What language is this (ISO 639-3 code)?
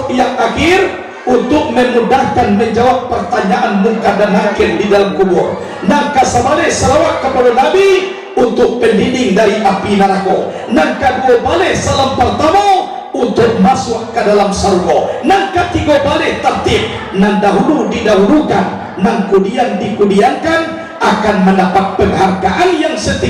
min